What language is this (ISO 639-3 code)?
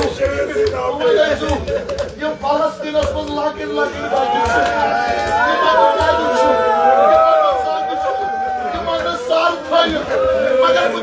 kas